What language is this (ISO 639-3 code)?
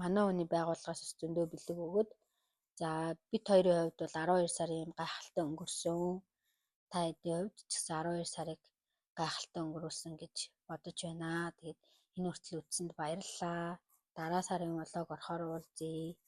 mon